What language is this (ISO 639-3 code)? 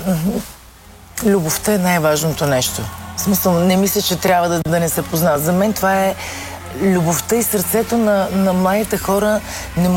bul